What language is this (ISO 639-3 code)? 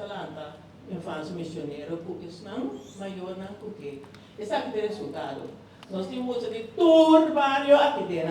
pap